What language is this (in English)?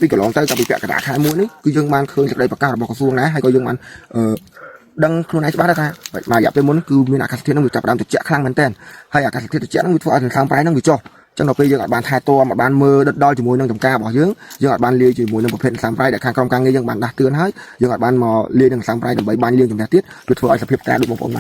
Khmer